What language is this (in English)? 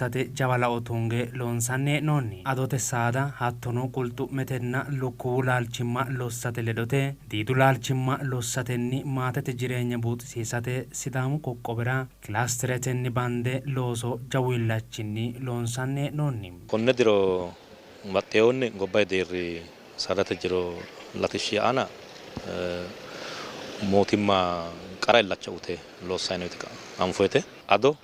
Sidamo